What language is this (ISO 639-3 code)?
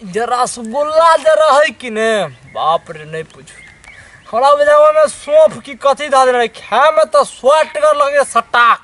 mai